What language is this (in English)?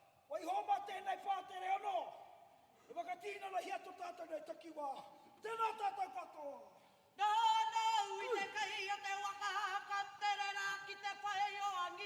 Māori